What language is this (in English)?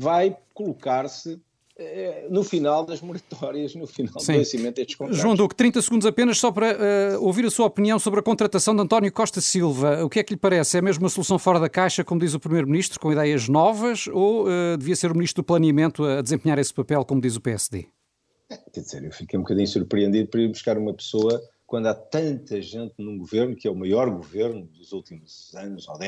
Portuguese